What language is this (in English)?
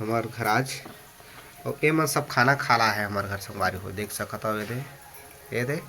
Chhattisgarhi